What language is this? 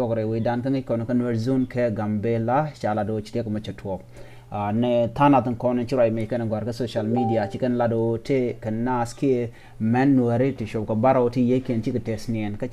Nuer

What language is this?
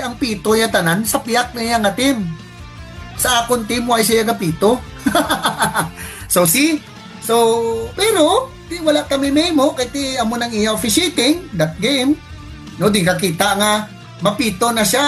Hiligaynon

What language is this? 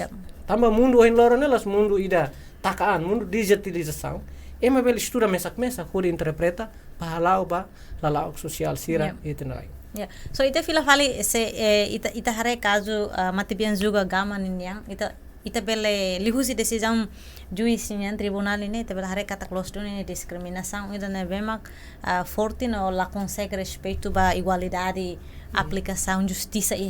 Tetum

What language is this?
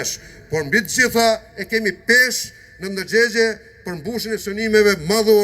Albanian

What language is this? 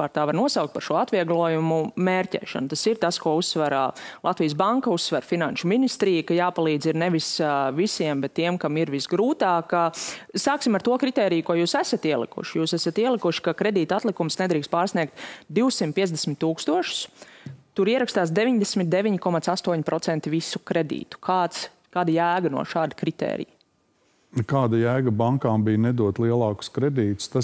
Latvian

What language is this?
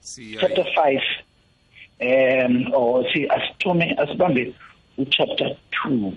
South Ndebele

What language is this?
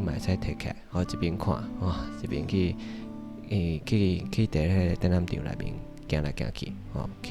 Min Nan Chinese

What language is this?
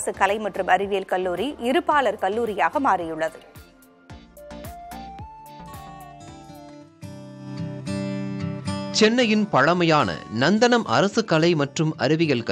Tamil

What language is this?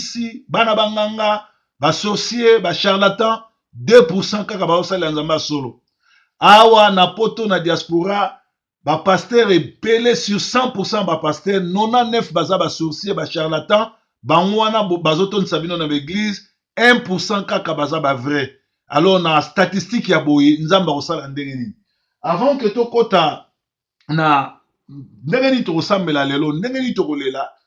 Lingala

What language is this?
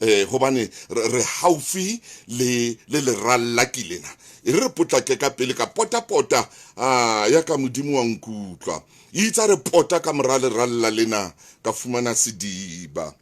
Southern Sotho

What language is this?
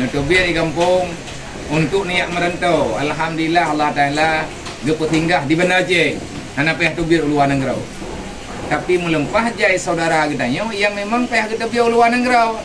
Achinese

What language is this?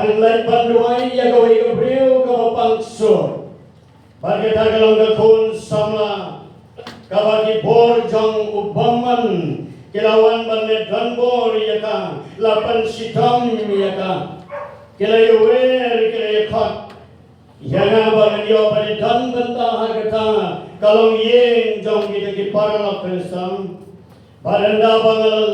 Khasi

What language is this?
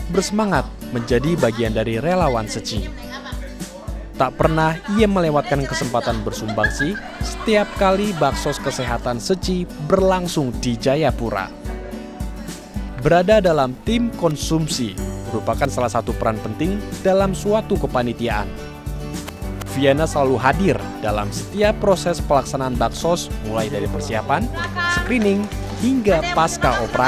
Indonesian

